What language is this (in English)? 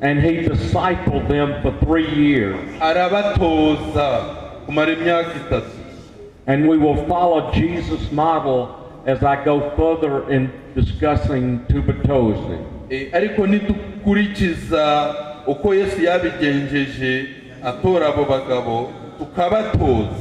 Kinyarwanda